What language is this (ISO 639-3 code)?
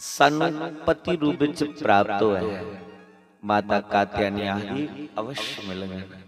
doi